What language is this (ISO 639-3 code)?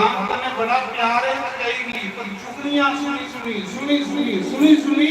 doi